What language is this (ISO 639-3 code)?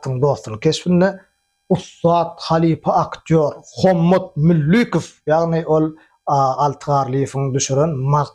tuk